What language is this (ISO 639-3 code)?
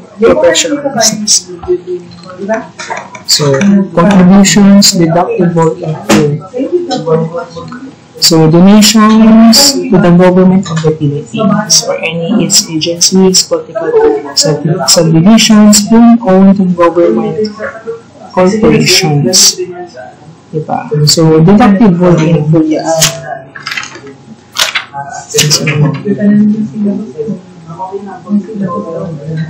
fil